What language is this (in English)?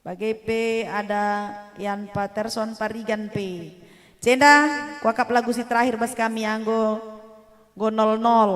Batak Karo